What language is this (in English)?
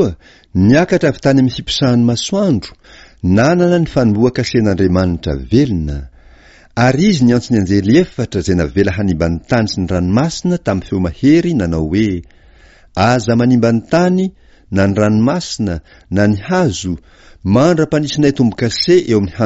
Malagasy